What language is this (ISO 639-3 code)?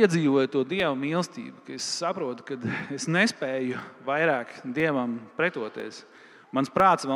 lav